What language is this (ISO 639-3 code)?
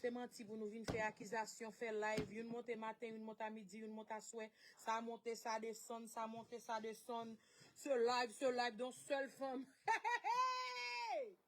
hat